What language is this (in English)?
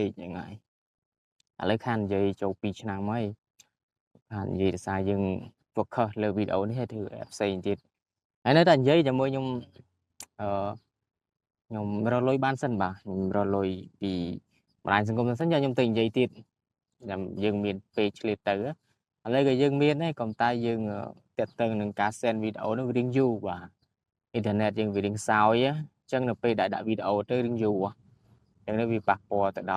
Khmer